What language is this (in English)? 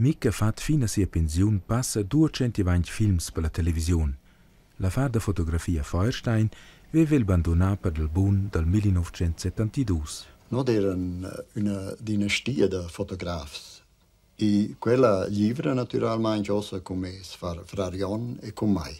Romansh